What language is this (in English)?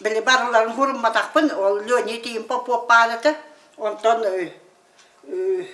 Yakut